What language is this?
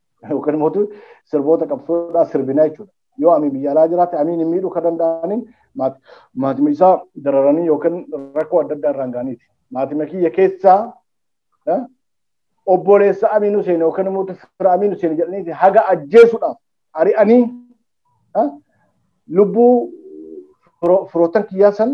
Oromo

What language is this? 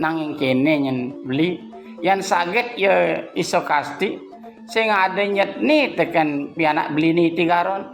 Balinese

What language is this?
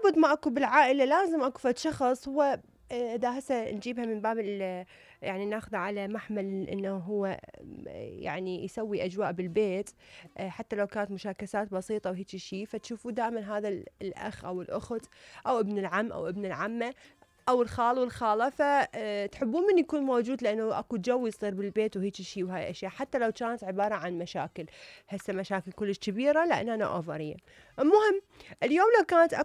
Mesopotamian Arabic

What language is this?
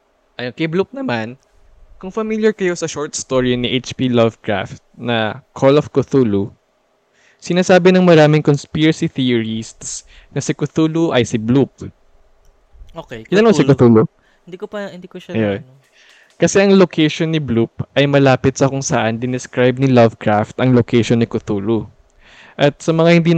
Filipino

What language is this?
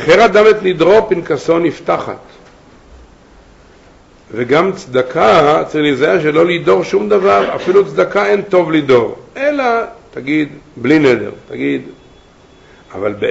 Hebrew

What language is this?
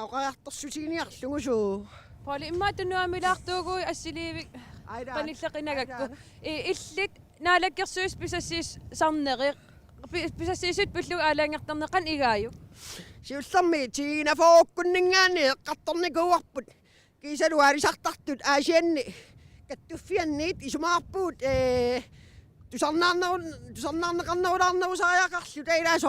Kalaallisut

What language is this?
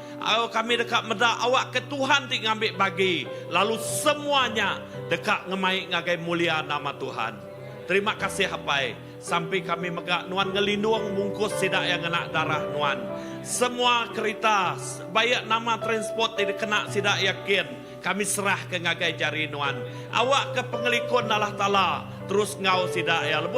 Iban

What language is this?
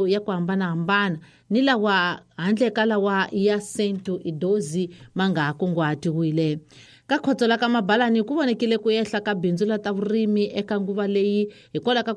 Tsonga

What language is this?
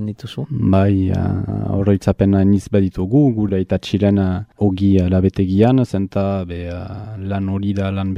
Basque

